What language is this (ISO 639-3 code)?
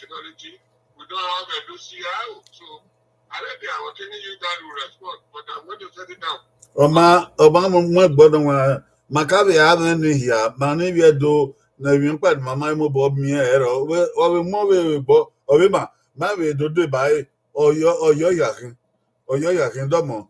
bin